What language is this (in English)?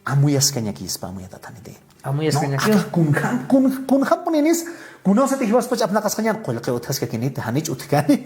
Aymara